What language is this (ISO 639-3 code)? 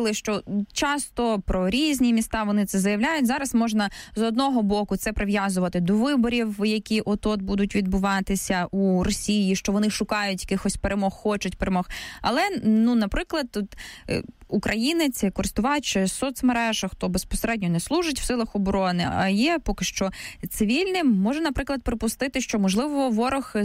ukr